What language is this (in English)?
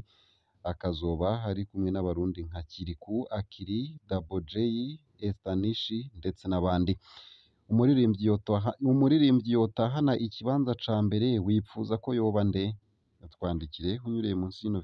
Rundi